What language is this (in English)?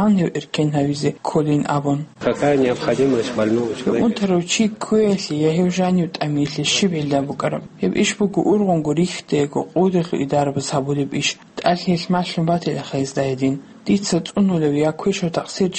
Avaric